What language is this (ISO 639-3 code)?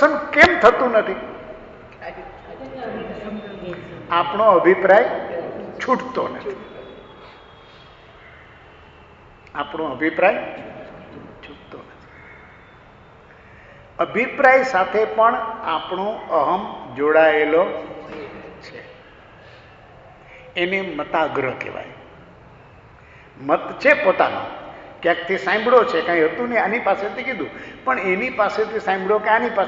guj